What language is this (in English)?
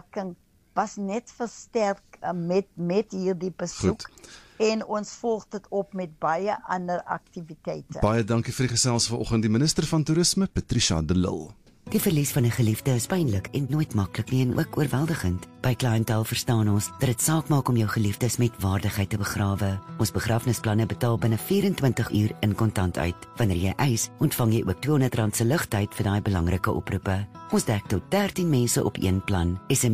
Afrikaans